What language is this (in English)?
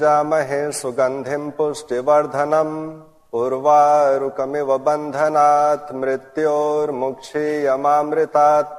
Sanskrit